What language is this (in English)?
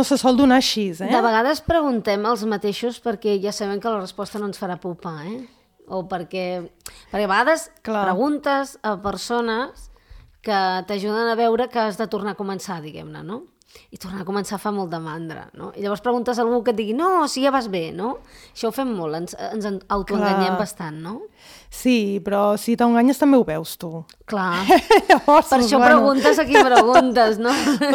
Catalan